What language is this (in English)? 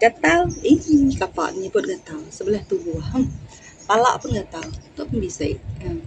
Iban